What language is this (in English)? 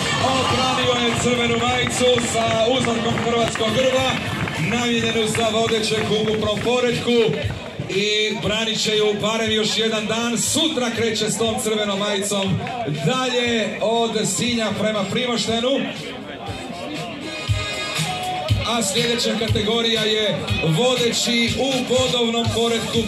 Croatian